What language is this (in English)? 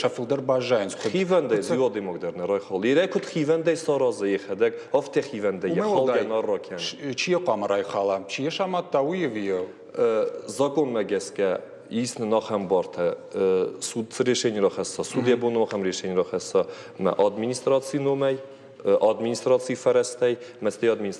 Ossetic